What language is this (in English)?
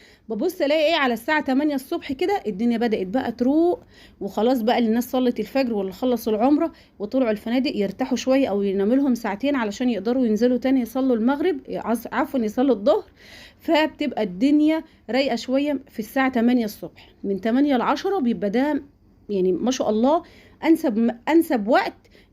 Egyptian Arabic